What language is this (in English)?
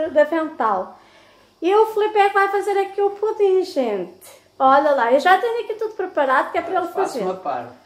Portuguese